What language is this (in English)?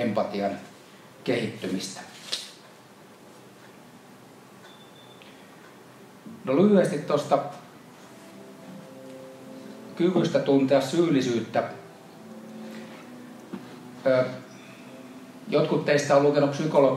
Finnish